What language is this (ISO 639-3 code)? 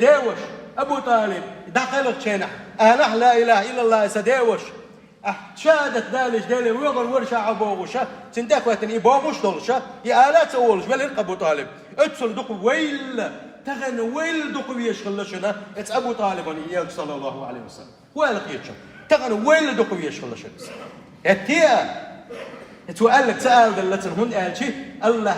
che